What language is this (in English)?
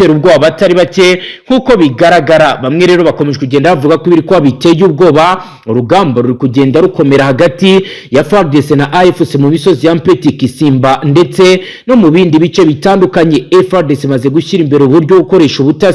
Kinyarwanda